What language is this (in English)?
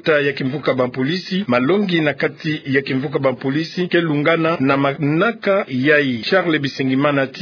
Kituba (Democratic Republic of Congo)